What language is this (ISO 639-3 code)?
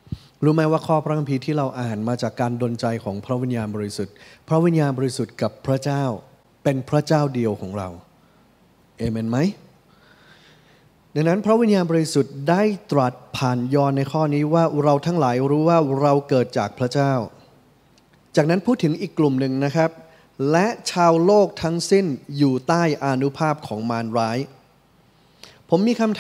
tha